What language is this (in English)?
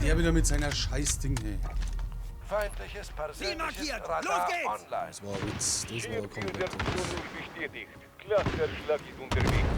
Bavarian